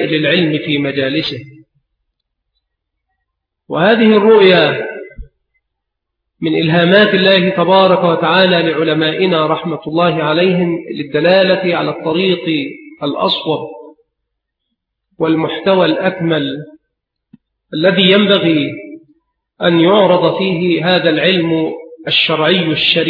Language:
Arabic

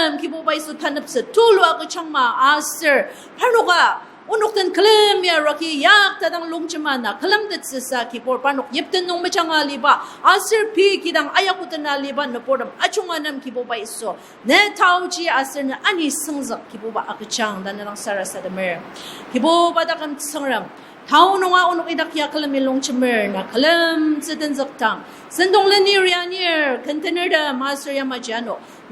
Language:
Ao Naga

